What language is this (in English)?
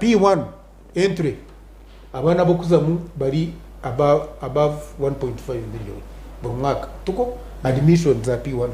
Nyankole